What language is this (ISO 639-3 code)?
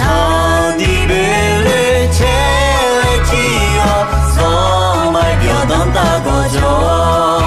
ahk